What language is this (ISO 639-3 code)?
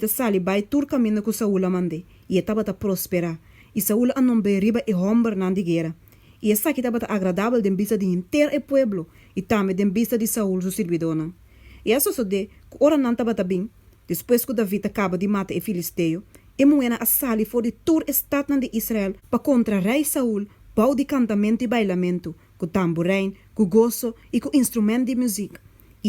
pap